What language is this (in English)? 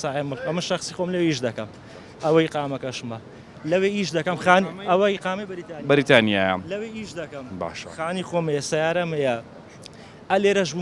Central Kurdish